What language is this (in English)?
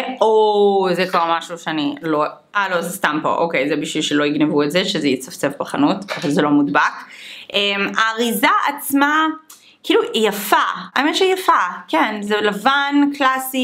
Hebrew